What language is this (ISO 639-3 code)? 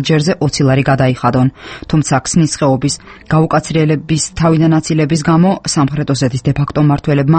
kat